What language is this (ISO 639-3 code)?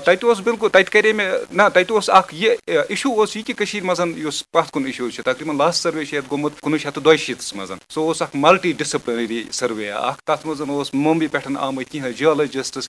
kas